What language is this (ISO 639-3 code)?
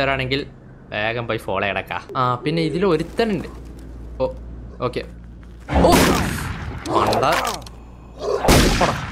mal